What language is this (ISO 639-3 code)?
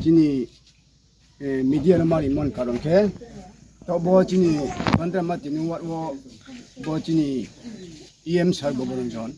ria